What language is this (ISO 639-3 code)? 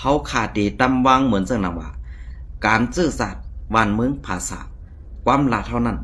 shn